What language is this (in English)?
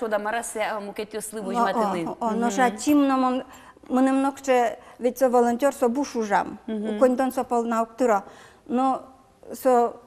Udmurt